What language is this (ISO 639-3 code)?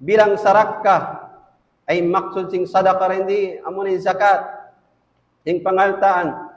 tsg